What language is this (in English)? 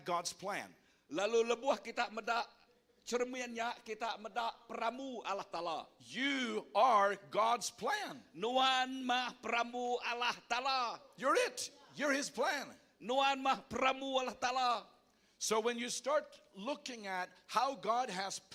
Iban